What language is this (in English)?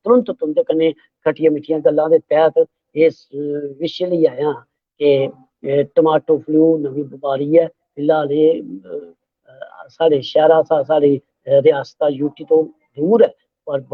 Dogri